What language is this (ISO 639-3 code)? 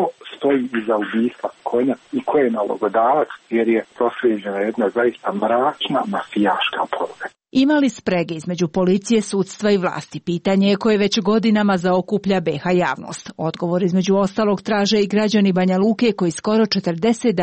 hrv